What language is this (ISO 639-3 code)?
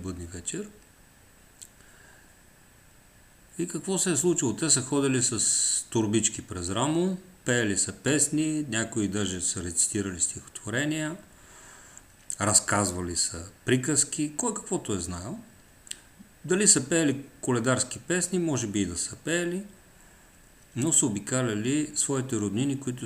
bul